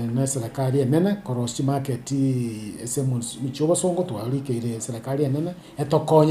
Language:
Gusii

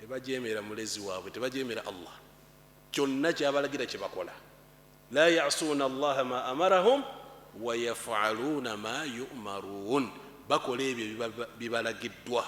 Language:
Ganda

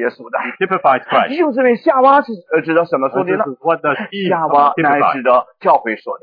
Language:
Chinese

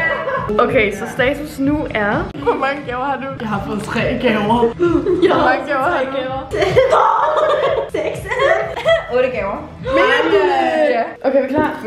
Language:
Danish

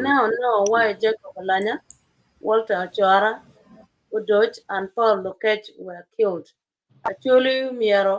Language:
Acoli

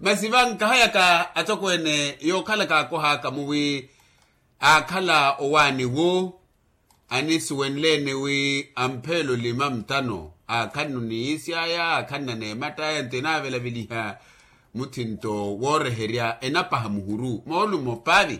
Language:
Makhuwa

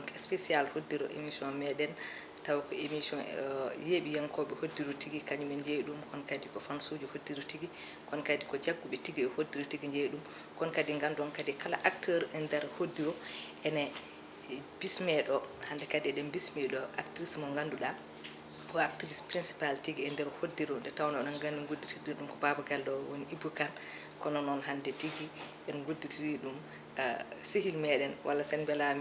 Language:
Fula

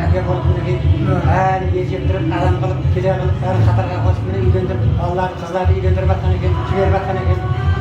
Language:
Kara-Kalpak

